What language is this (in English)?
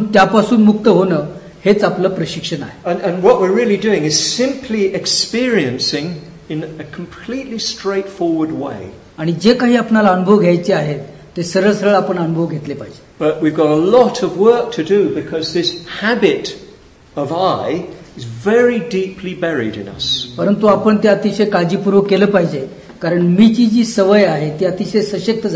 Marathi